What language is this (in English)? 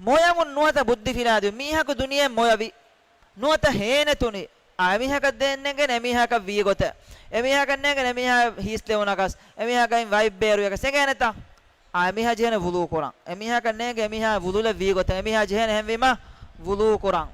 Divehi